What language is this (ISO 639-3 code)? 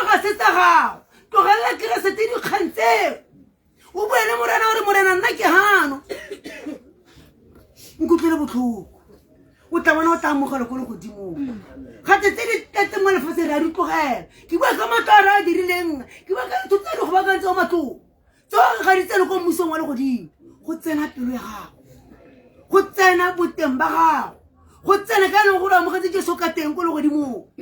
tsn